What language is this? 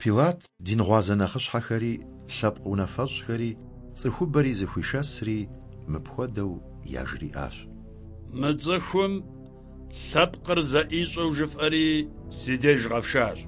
Kabardian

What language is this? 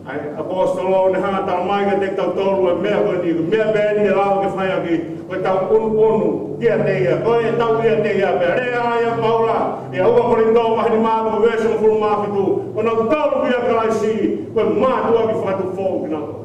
Tongan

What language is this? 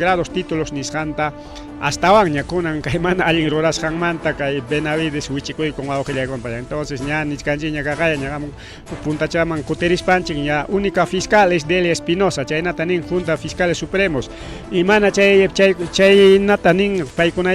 Ayacucho Quechua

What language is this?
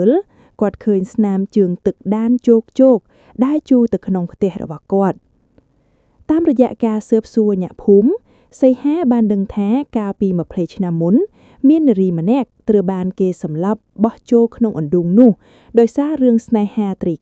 Khmer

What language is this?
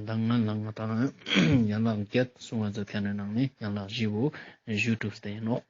Ladakhi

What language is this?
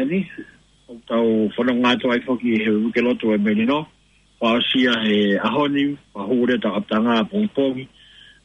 Tongan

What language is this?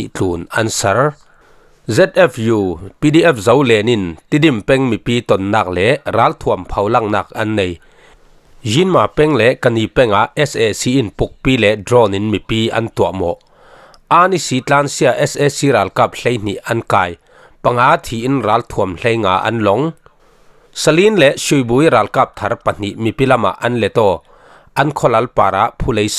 Falam Chin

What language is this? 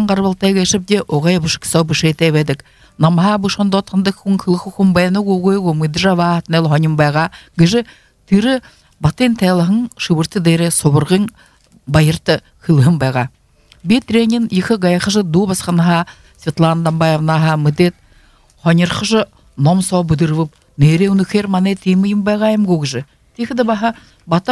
Buriat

